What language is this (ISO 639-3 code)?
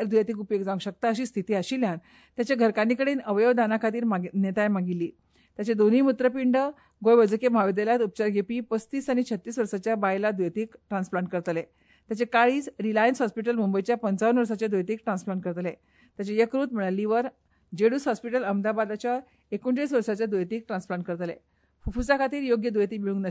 kok